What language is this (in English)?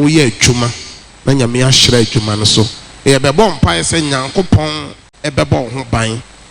Akan